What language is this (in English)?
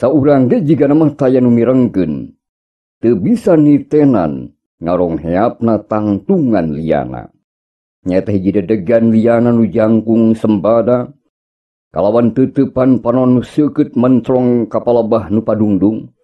Sundanese